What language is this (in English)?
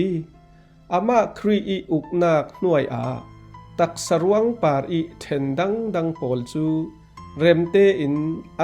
Falam Chin